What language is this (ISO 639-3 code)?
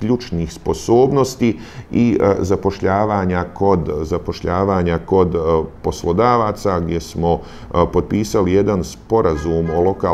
bos